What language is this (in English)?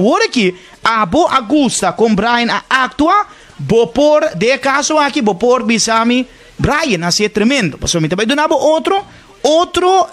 Papiamento